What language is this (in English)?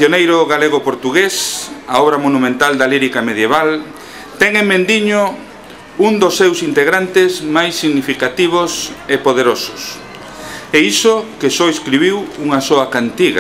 Galician